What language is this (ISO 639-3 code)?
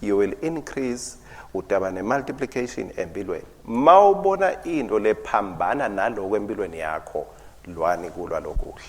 ssw